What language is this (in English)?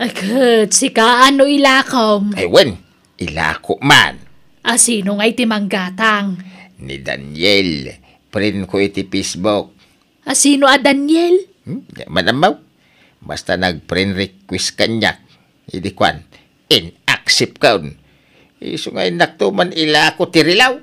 Iloko